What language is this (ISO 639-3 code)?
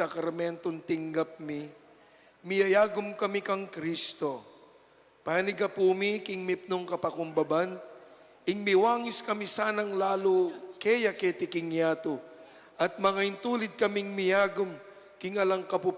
pam